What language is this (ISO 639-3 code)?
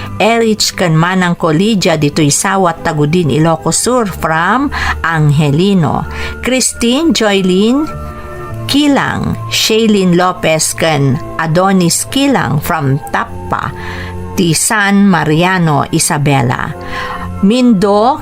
ilo